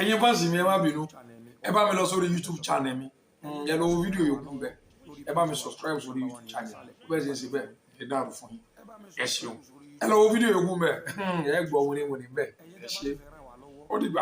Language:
Yoruba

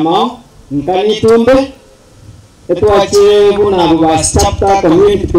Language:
Gusii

